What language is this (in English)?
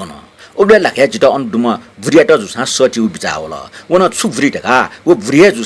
Newari